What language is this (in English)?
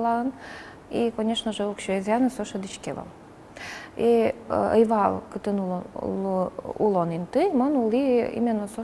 Udmurt